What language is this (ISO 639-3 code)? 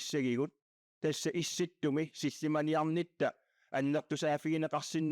kal